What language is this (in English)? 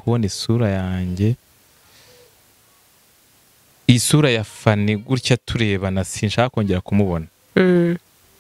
Kinyarwanda